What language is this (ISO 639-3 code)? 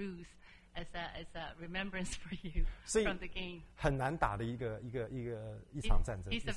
zho